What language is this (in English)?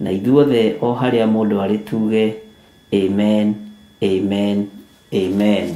Kikuyu